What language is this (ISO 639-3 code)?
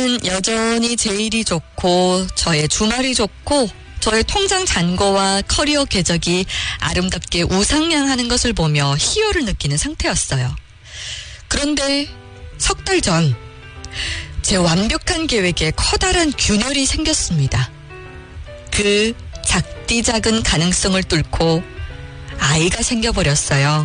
kor